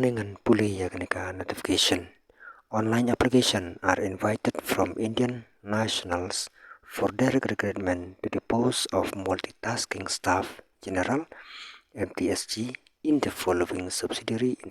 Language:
Khasi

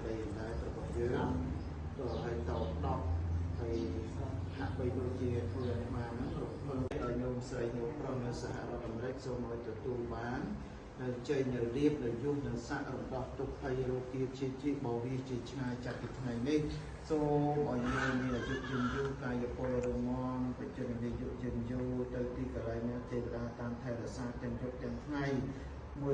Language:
Khmer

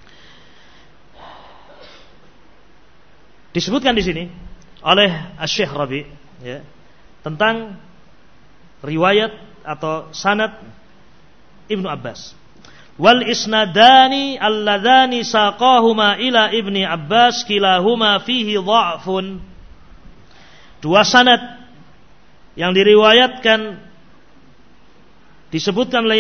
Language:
Indonesian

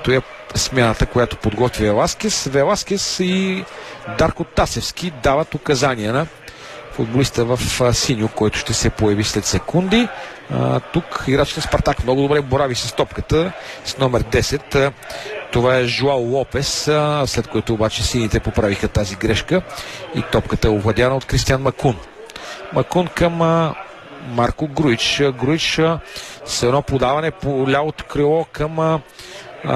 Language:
Bulgarian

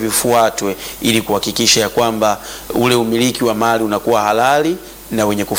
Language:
Swahili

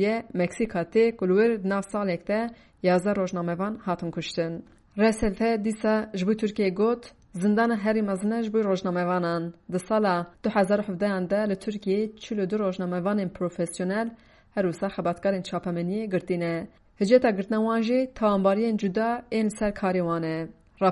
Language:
Kurdish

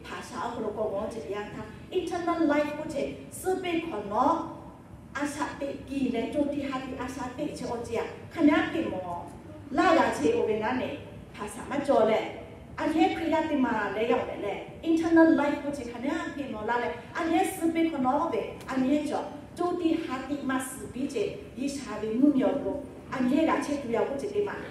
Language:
Lahu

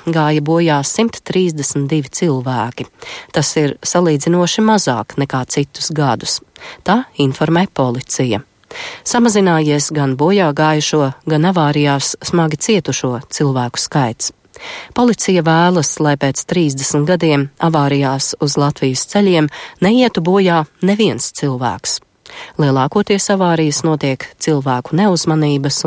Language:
Latvian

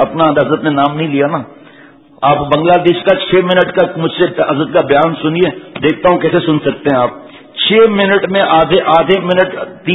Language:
Urdu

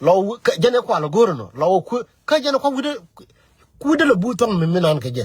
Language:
Nuer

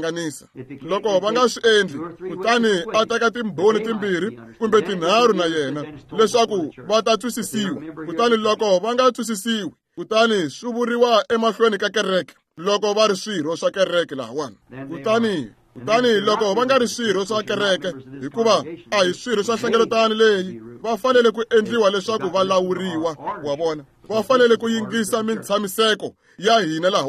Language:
Tsonga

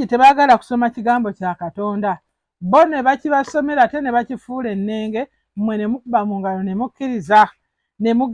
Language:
Ganda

